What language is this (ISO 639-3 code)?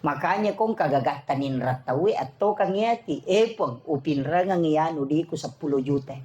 bug